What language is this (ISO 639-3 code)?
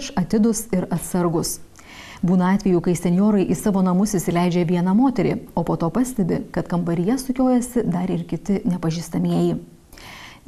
lit